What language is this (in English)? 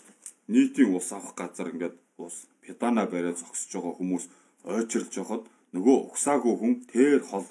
Mongolian